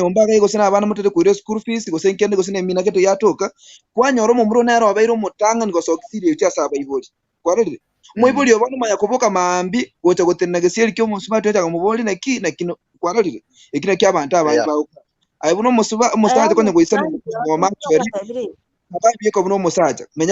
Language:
Gusii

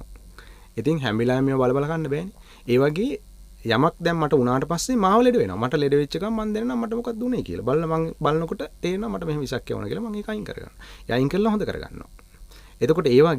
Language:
Sinhala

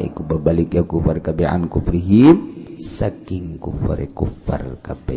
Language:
Sundanese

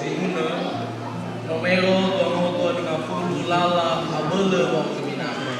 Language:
Nias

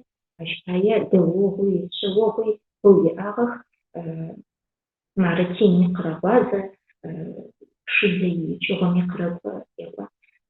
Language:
Adyghe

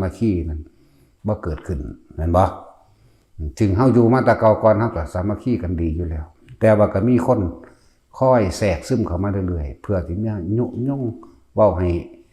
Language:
Northeastern Thai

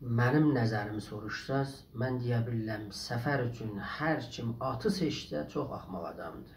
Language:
South Azerbaijani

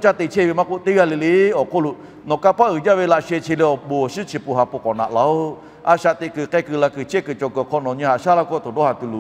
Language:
Lahu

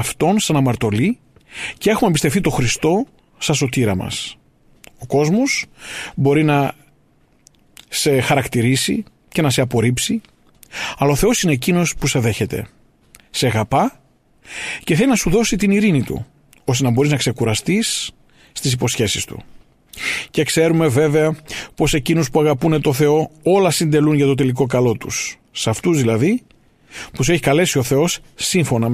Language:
Greek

